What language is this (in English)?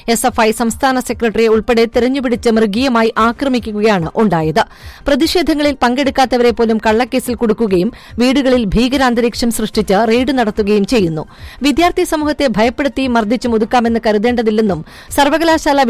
Malayalam